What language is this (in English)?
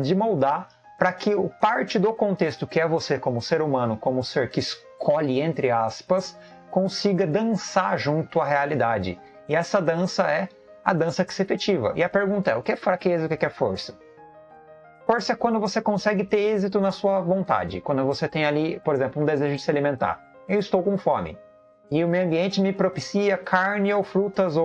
Portuguese